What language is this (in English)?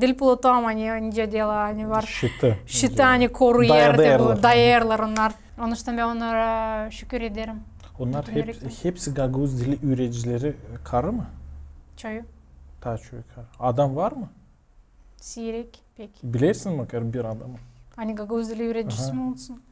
Gagauz